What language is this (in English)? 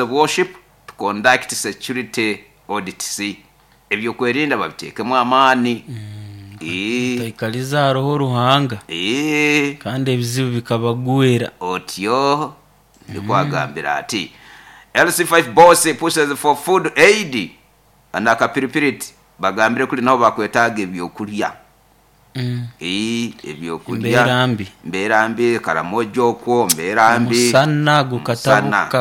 Nyoro